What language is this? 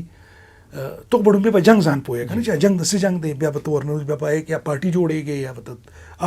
Pashto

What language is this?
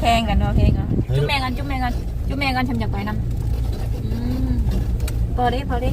Northeastern Thai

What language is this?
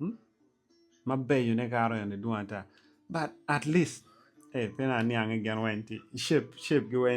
Acoli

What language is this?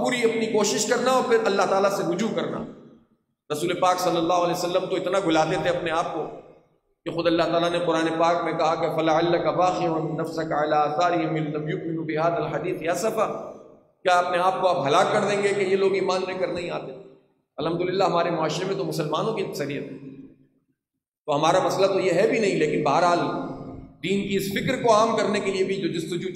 Urdu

